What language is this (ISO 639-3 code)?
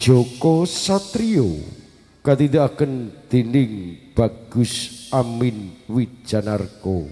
jav